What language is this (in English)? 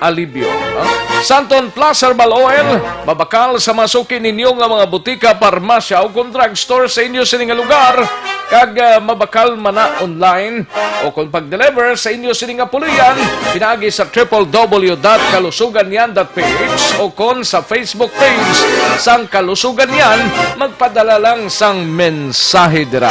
Hiligaynon